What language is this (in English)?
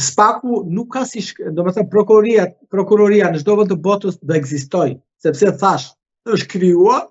Albanian